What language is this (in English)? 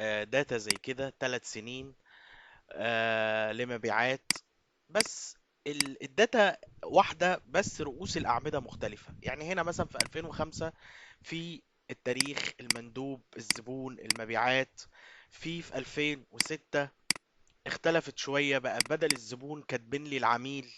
Egyptian Arabic